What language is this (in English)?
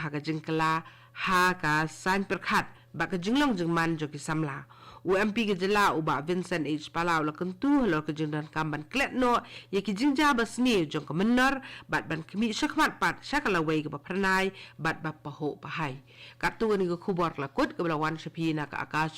Khasi